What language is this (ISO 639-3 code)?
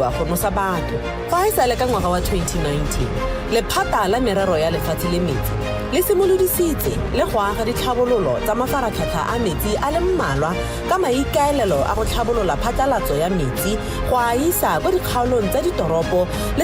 tsn